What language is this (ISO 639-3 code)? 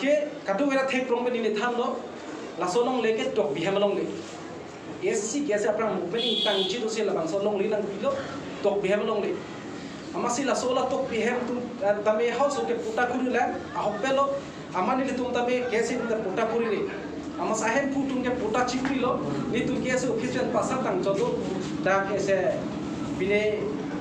mjw